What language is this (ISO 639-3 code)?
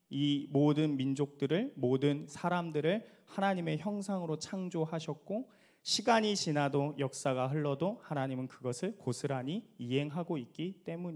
kor